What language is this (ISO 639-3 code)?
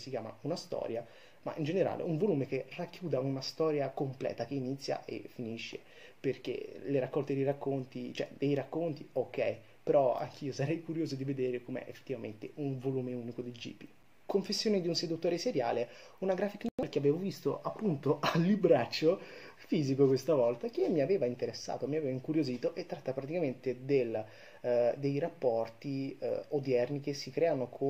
ita